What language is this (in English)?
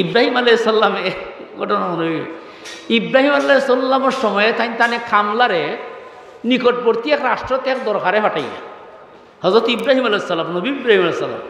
Sylheti